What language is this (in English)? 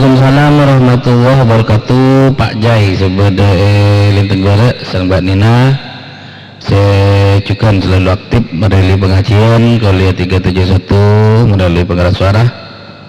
Madurese